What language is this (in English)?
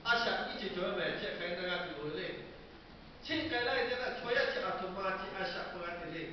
Lahu